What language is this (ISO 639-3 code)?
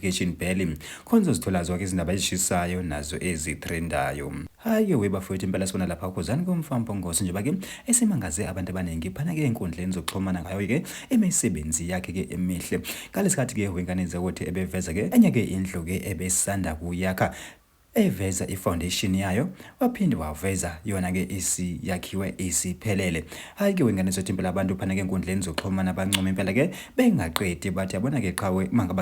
zul